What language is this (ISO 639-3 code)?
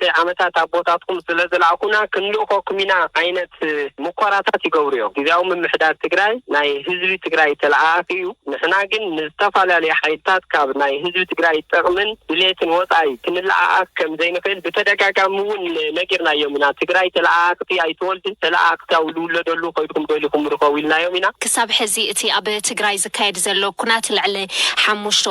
tir